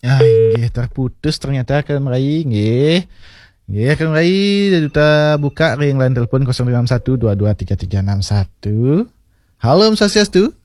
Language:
Balinese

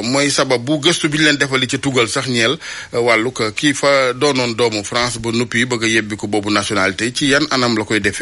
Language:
Wolof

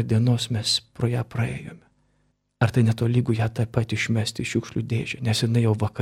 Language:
Lithuanian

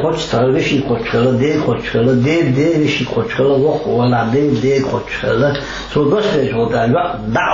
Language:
Chechen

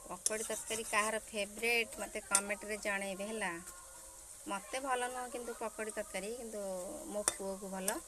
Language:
Odia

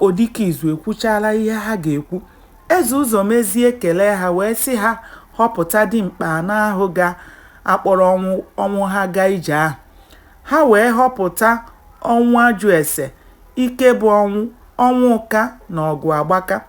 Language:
Igbo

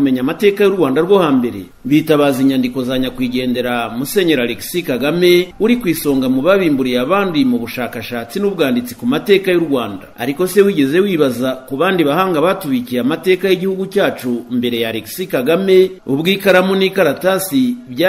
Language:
Kinyarwanda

